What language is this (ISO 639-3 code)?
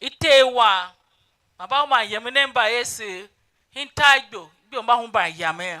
tiv